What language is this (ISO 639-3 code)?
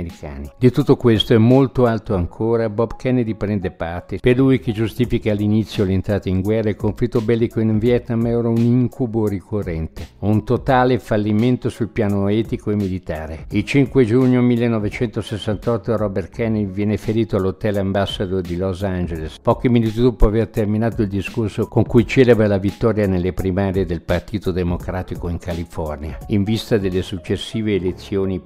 ita